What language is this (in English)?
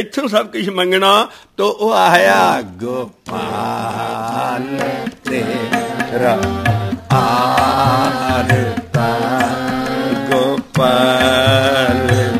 Punjabi